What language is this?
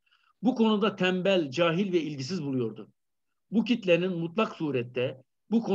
Turkish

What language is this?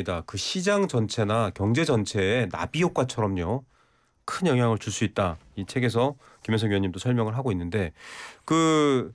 Korean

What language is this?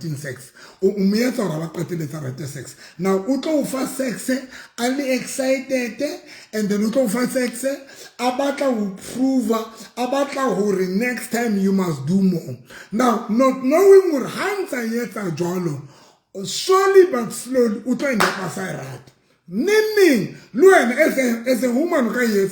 Southern Sotho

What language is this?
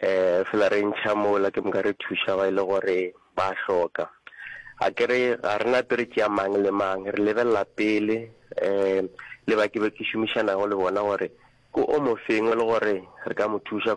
Northern Sotho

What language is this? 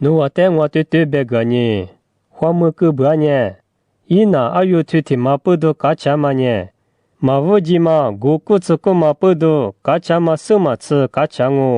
Lisu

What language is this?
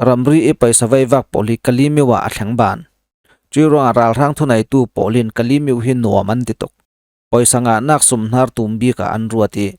Falam Chin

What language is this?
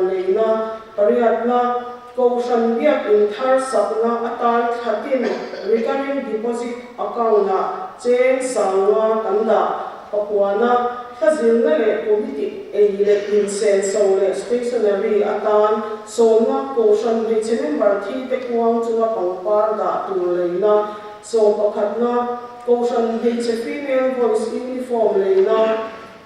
Mizo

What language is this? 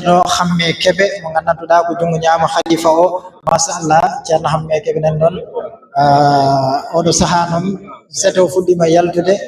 Fula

